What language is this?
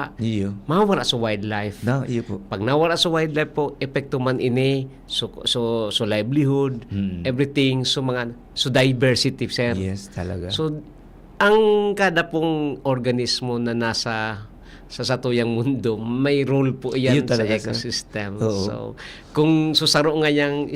Bikol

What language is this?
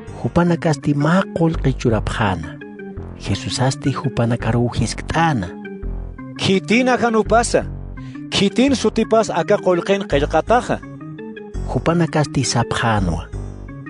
Aymara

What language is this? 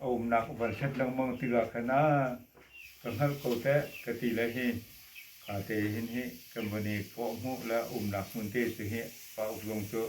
Hakha Chin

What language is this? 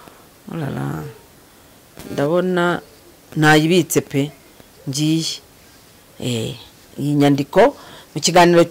Kinyarwanda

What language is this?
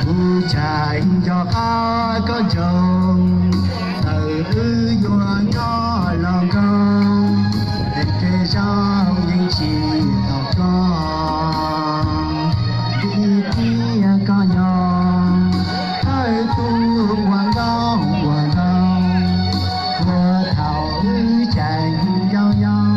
Hmong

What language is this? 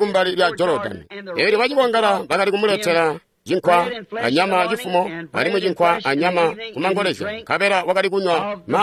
Tonga (Zambia)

